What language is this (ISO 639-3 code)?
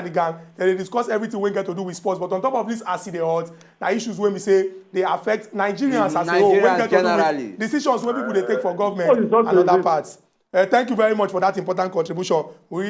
pcm